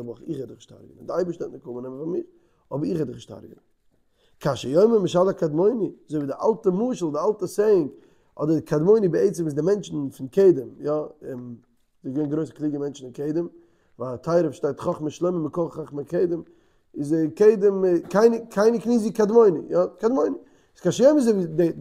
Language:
Yiddish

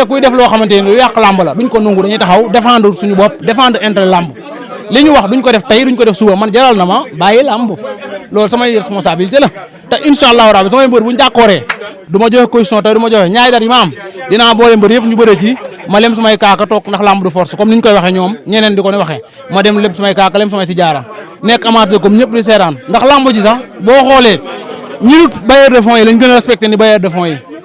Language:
Wolof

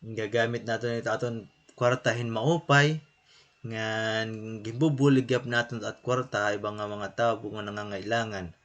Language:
Waray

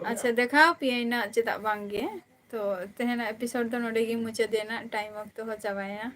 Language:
Santali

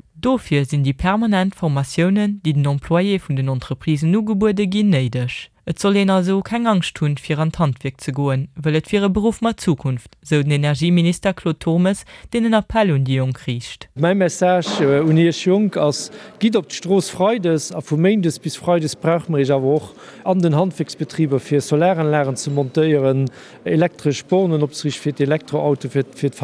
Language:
Luxembourgish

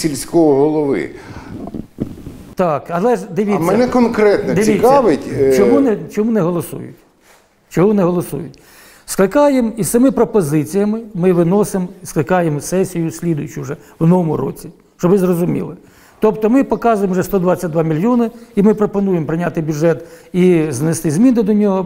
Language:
Ukrainian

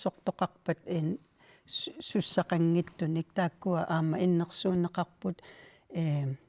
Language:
Kalaallisut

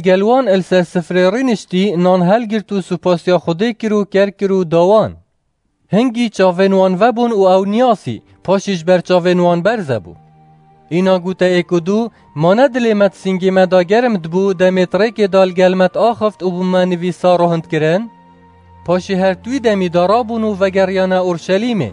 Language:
Kurdish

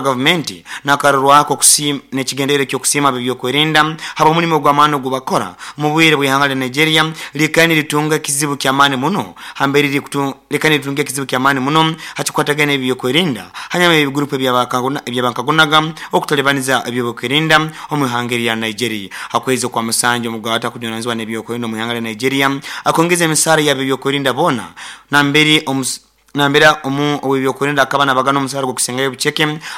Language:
Nyoro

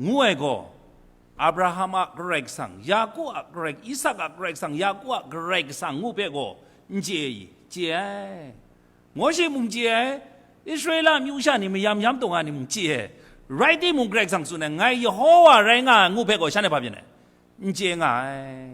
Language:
Kachin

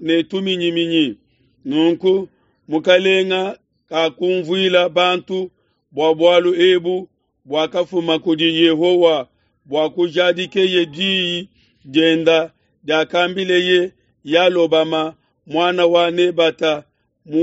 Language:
Luba-Lulua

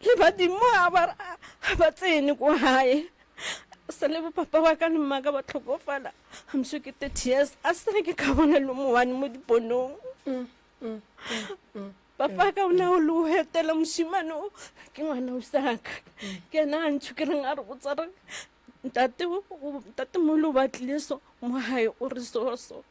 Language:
Northern Sotho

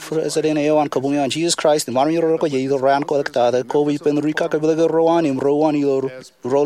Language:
Marshallese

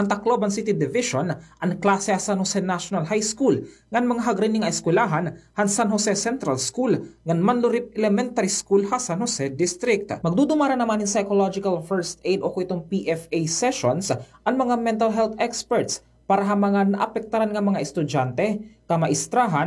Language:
Waray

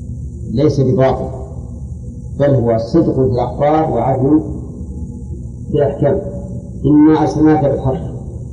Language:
Arabic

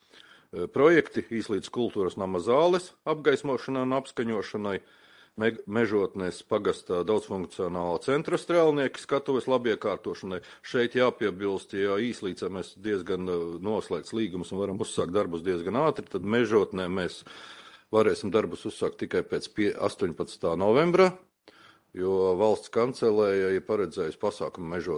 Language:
Latvian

